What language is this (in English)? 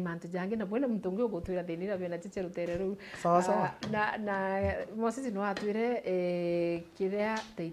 Meru